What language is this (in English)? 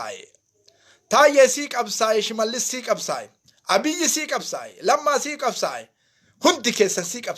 Oromo